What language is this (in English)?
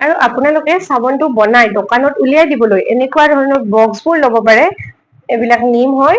Assamese